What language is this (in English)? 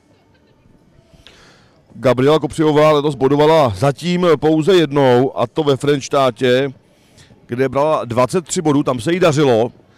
Czech